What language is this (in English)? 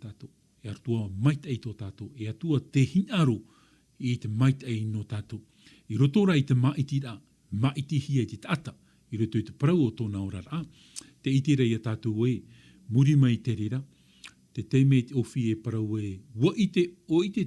Tahitian